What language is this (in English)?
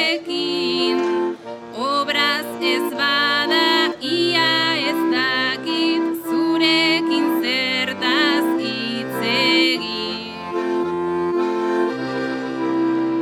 Basque